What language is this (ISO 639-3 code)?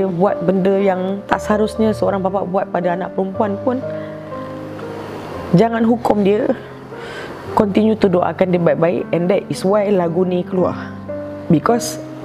msa